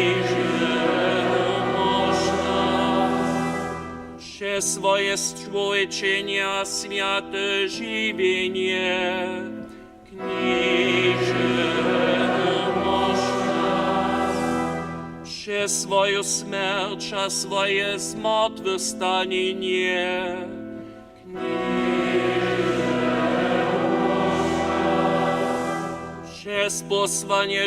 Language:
Upper Sorbian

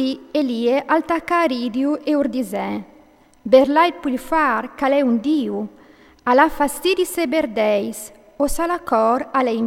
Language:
Friulian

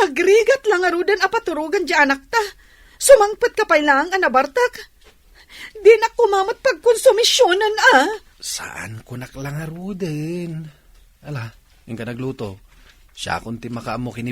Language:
Iloko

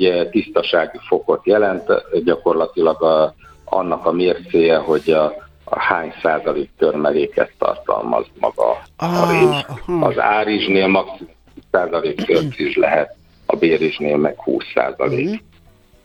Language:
Hungarian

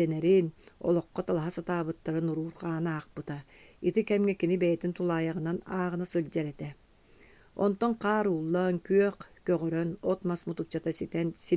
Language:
Yakut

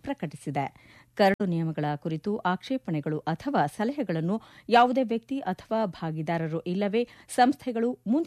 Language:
Kannada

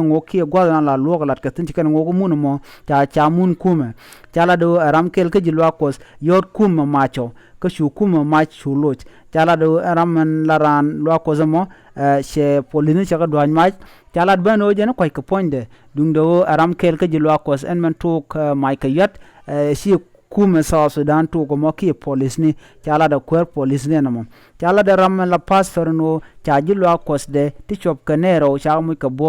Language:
Nuer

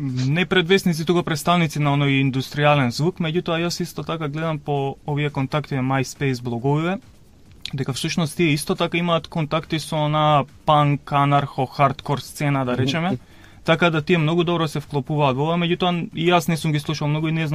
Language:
Macedonian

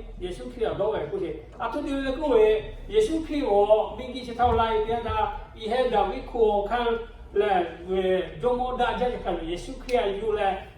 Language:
Lahu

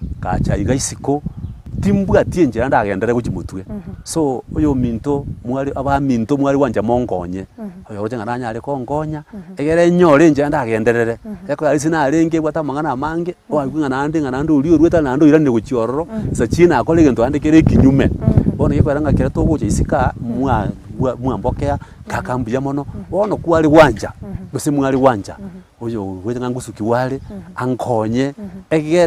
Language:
Gusii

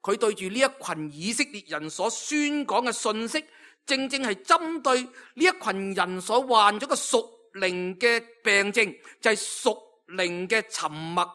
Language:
Cantonese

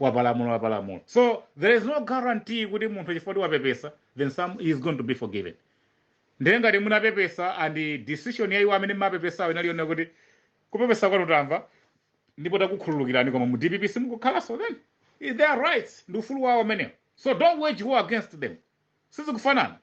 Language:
Nyanja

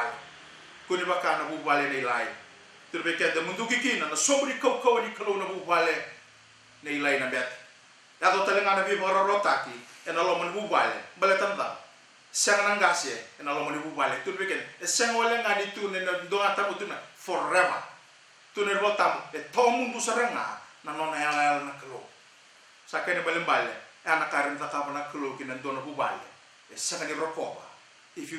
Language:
Fijian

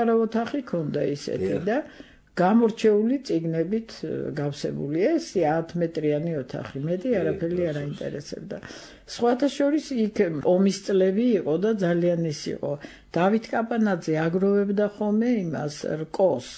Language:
Georgian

